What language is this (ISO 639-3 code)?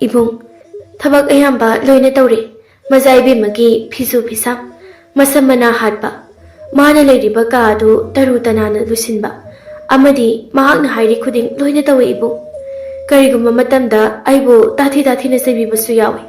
mni